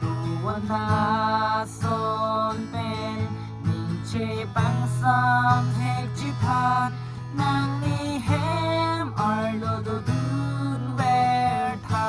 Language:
Karbi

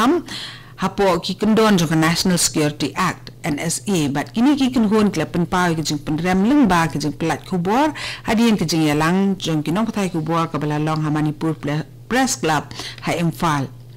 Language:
Khasi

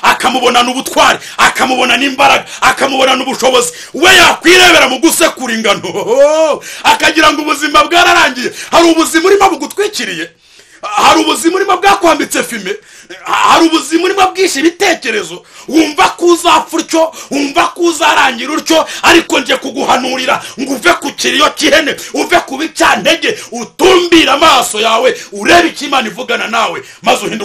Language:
Kinyarwanda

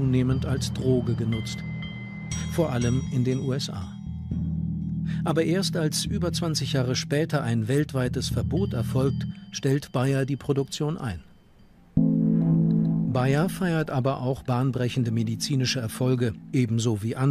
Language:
German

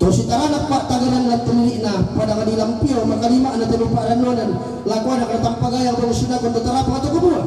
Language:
Toraja-Sa'dan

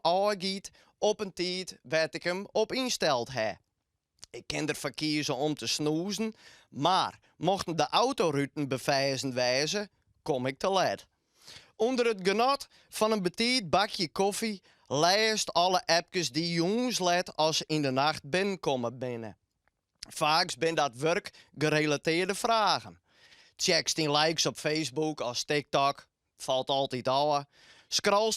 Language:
Western Frisian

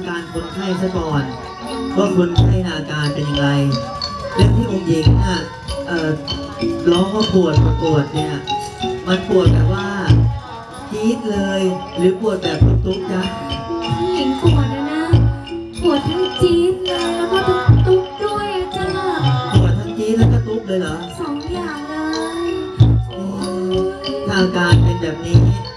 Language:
Thai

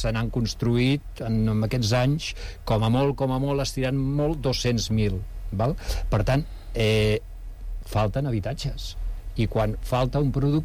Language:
Catalan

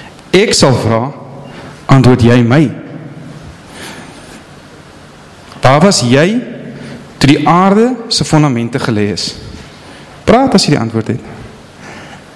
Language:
Afrikaans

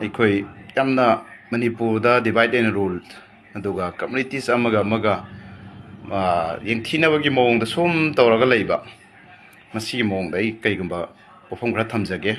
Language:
Manipuri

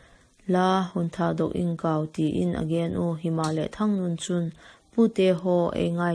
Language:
Vaiphei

